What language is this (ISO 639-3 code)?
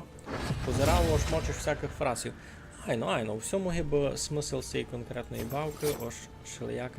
rue